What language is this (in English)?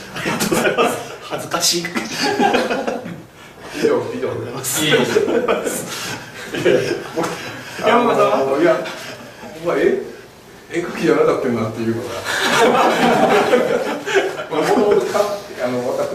Japanese